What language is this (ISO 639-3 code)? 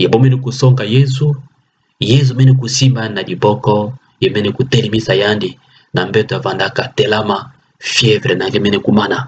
ktu